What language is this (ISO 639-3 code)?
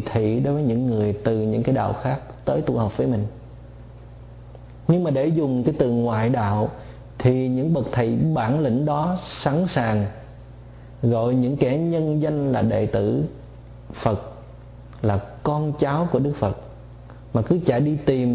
vie